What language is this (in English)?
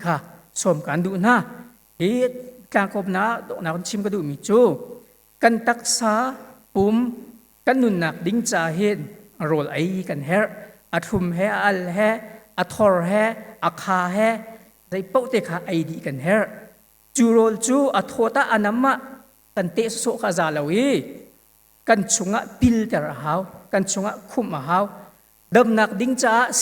Hakha Chin